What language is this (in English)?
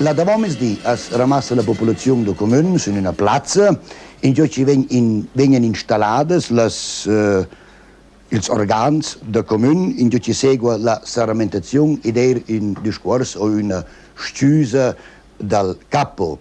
Romansh